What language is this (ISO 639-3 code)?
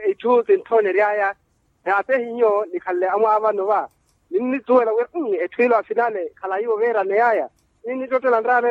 vmw